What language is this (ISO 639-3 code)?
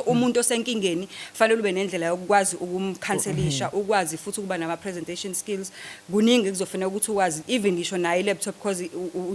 zul